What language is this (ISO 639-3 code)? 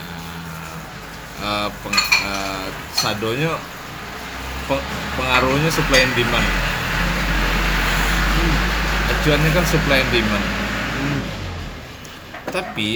ind